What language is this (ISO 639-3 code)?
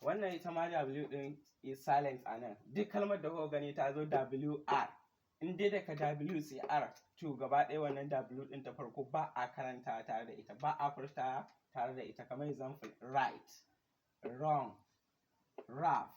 hau